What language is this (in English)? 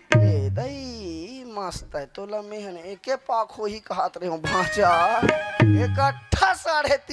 Chhattisgarhi